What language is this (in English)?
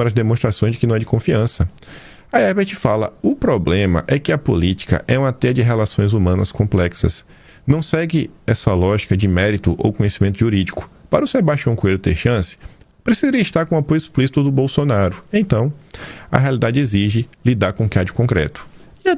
Portuguese